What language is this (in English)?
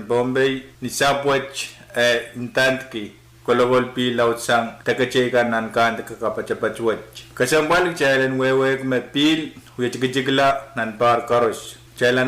Pohnpeian